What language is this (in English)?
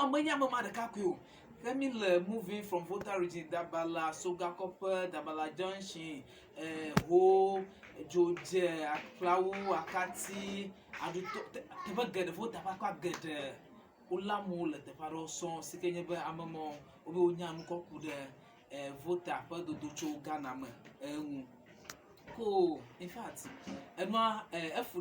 Ewe